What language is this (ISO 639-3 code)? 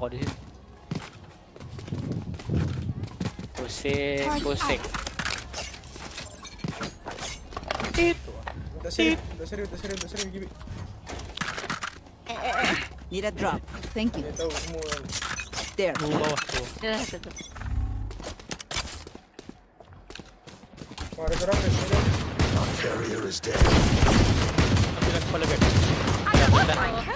msa